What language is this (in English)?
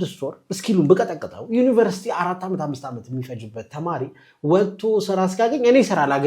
Amharic